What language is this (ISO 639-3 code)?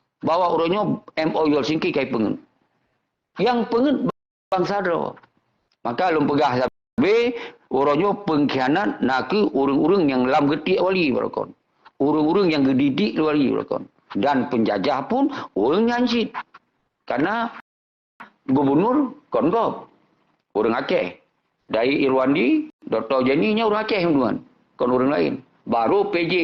ace